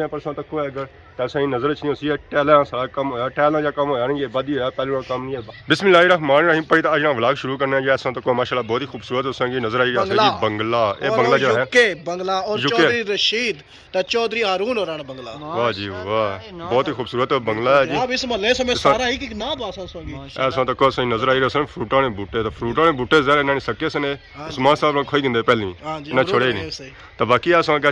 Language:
Pahari-Potwari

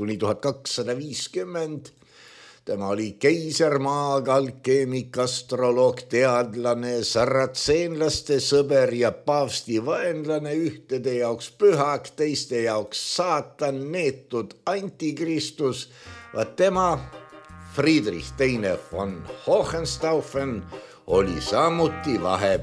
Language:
Estonian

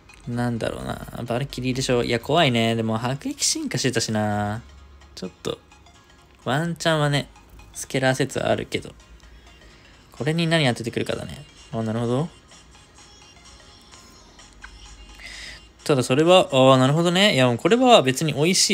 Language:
Japanese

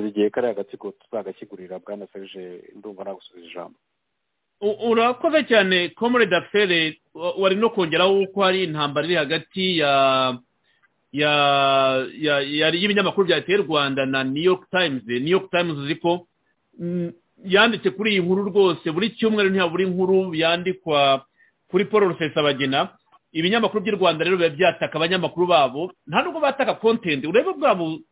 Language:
Kinyarwanda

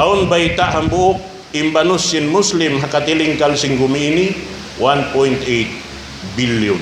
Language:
Tausug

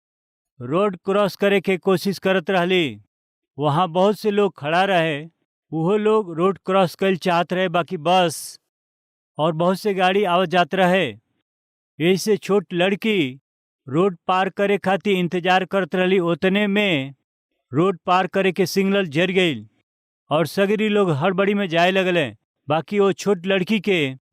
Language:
Bhojpuri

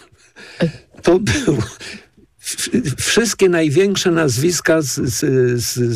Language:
Polish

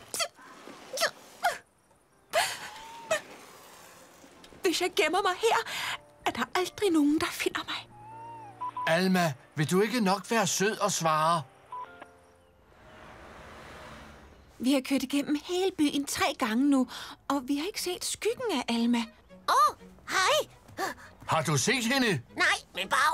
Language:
Danish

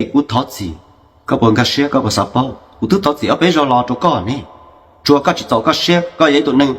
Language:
Hmong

